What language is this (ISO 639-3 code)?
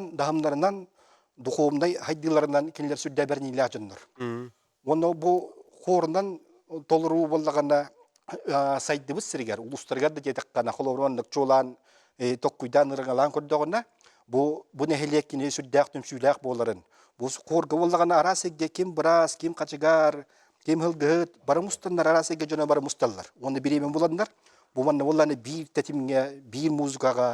sah